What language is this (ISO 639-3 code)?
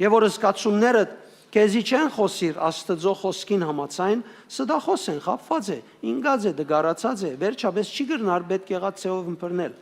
hyw